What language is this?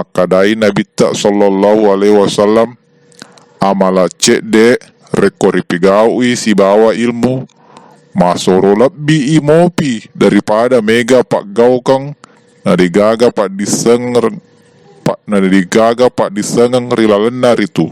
Buginese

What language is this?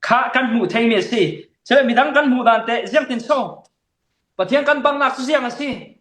Falam Chin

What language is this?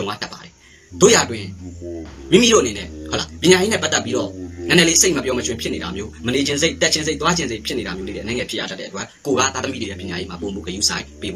Burmese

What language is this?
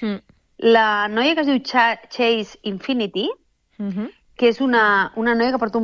Catalan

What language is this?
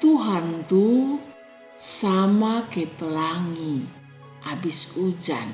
Kupang Malay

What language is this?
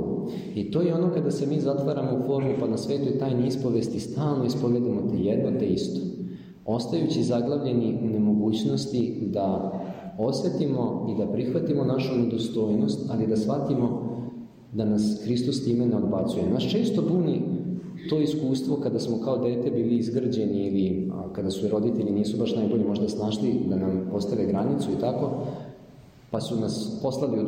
Serbian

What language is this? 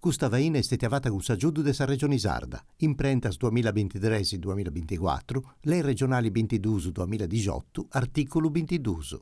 Sardinian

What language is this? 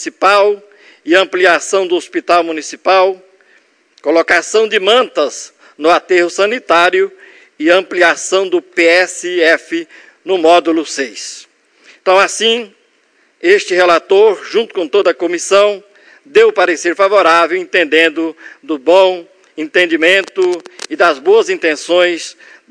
Portuguese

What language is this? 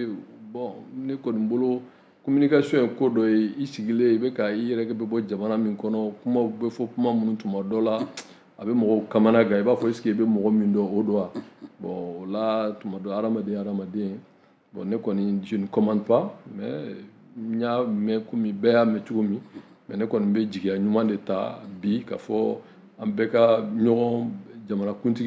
Bambara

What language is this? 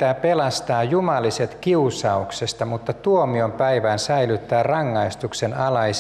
Finnish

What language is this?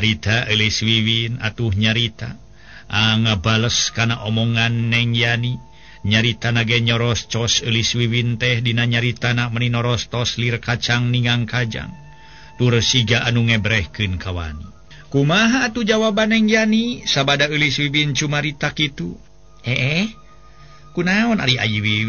Sundanese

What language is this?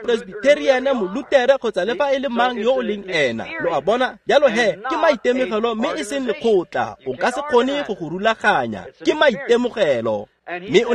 Tswana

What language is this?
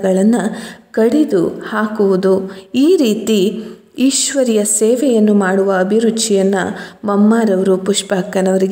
Kannada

